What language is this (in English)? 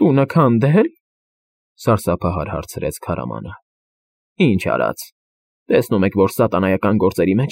Armenian